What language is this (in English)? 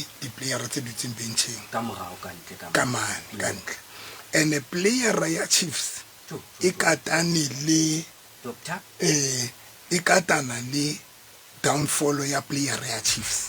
Southern Sotho